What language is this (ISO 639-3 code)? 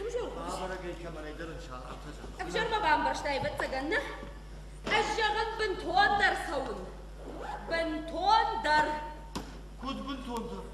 oss